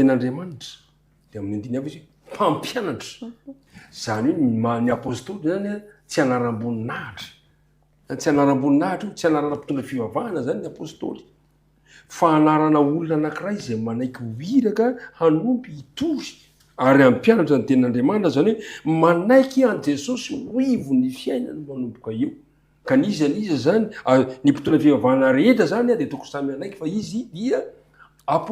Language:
Malagasy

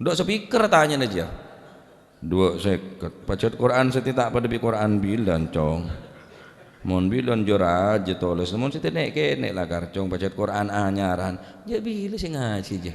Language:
Madurese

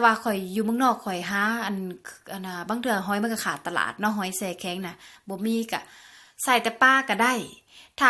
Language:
Lao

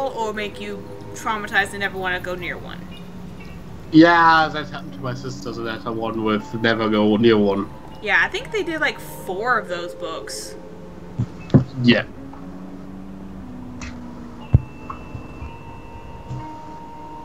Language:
English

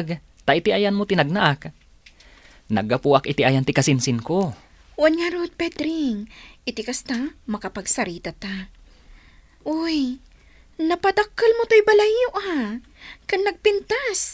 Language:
Iloko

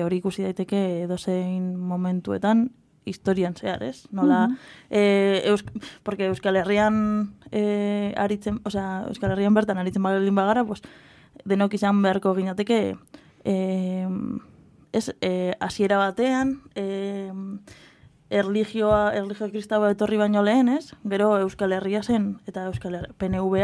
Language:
Basque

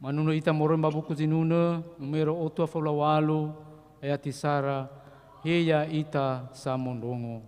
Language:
Nias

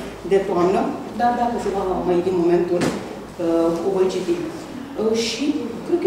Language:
Romanian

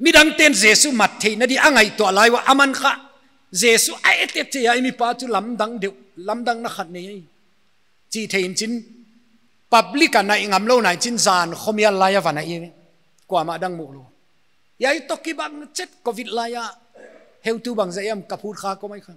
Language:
Paite Chin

